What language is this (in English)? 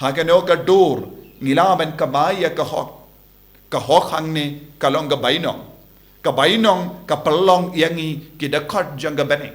Khasi